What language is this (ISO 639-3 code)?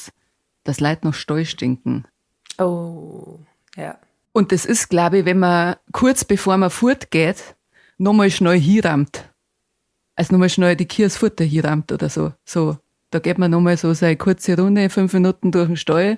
bar